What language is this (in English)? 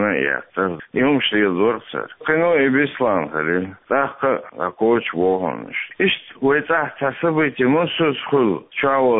Chechen